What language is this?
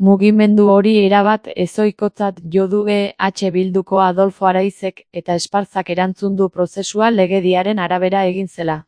Basque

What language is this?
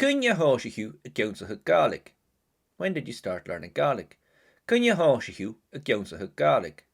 Scottish Gaelic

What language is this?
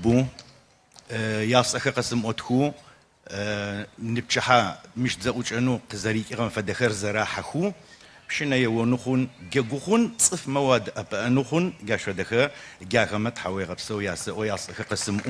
Adyghe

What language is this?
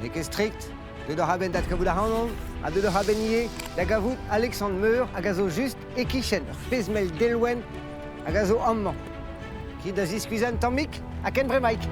Breton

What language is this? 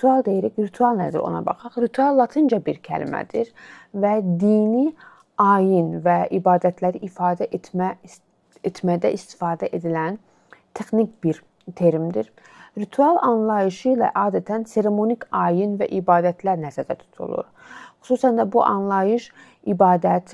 Azerbaijani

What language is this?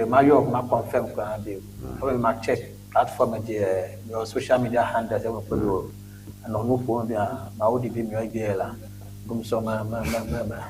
Ewe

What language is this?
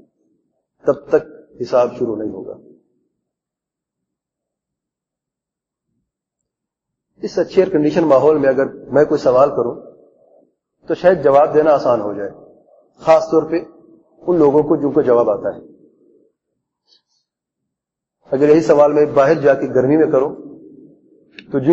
Urdu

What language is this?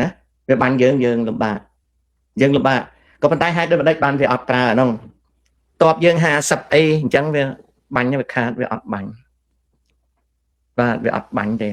Khmer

